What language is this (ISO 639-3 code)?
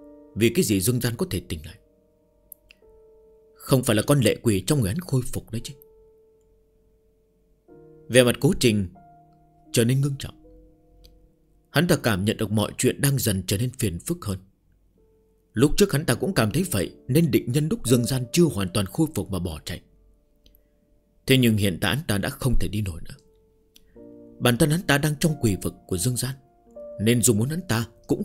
vie